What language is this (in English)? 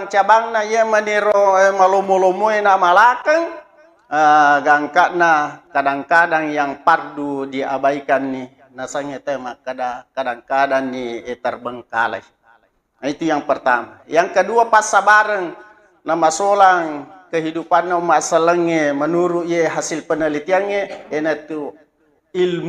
Buginese